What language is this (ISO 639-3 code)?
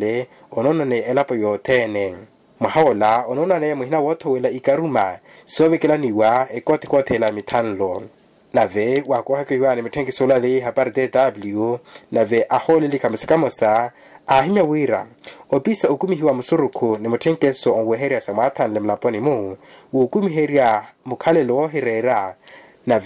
vmw